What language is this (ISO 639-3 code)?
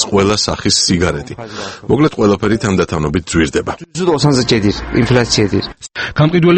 kat